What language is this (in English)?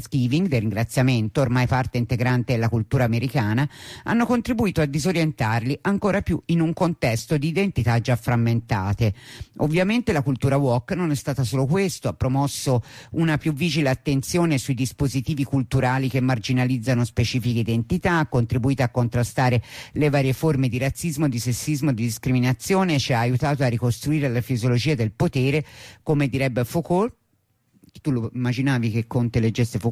Italian